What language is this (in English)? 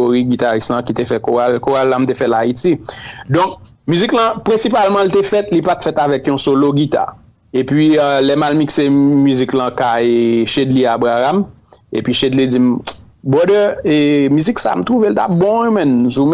Haitian Creole